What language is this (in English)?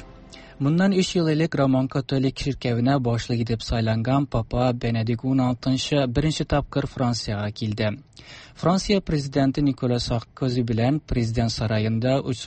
Tatar